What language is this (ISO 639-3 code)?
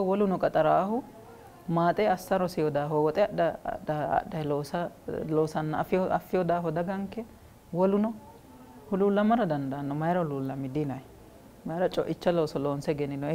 sid